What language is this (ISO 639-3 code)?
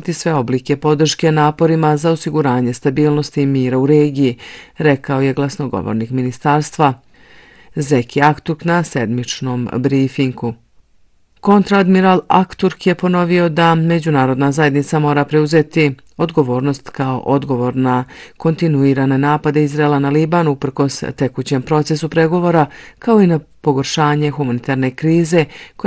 bos